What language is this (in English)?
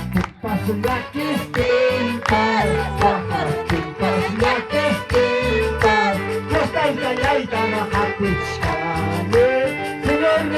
Ayacucho Quechua